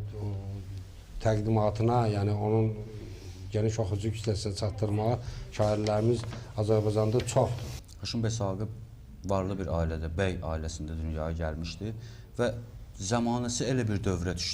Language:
Azerbaijani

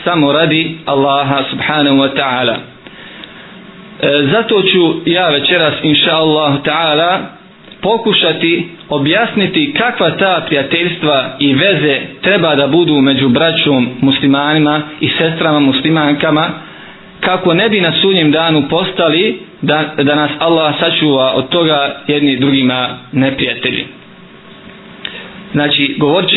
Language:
Bosnian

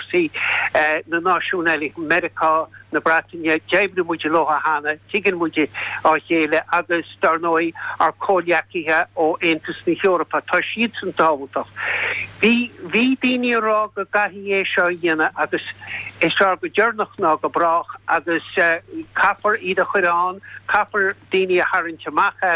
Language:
Irish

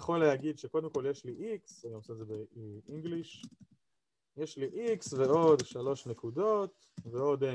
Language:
Hebrew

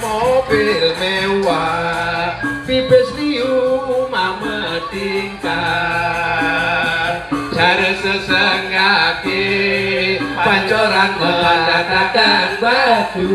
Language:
Balinese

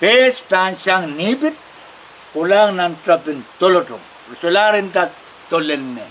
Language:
Pohnpeian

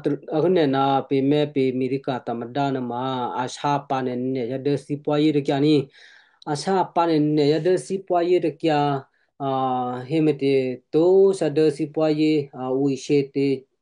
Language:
Western Kayah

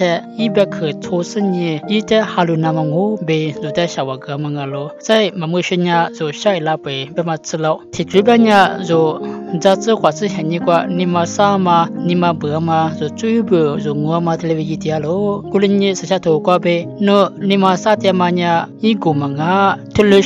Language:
Lisu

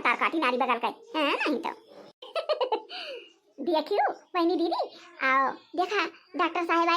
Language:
Awadhi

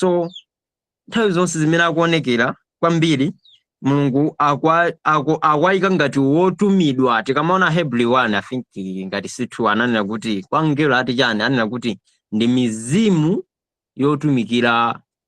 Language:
Nyanja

